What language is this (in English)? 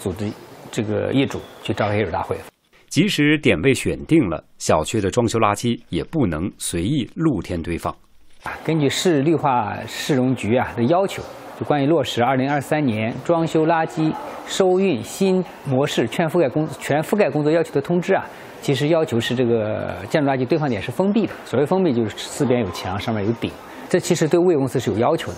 Chinese